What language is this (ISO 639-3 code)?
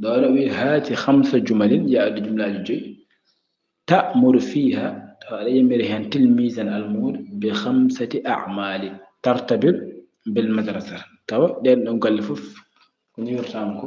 ful